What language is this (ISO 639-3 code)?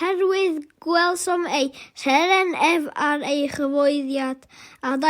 cym